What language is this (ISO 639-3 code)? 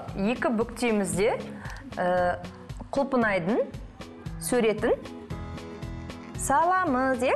kaz